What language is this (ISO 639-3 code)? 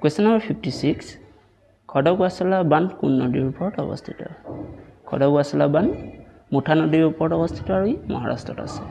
asm